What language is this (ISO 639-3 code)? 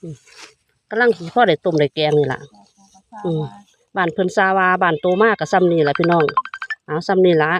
tts